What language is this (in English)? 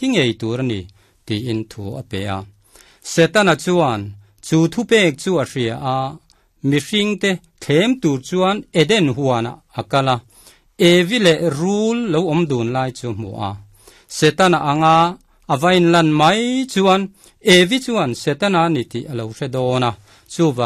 Mizo